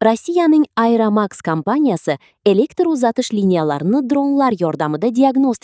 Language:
Uzbek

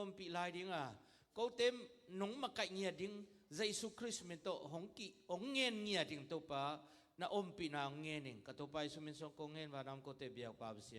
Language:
Tedim Chin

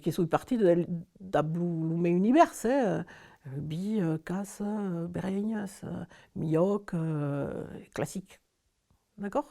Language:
Occitan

